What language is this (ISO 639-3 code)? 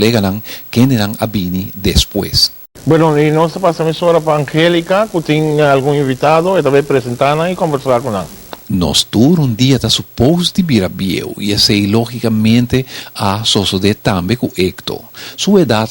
pap